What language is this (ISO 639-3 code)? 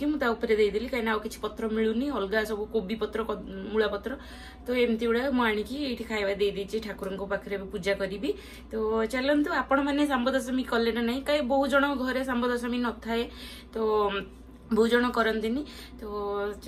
ori